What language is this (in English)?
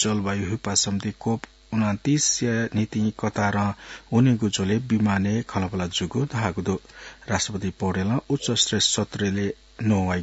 Newari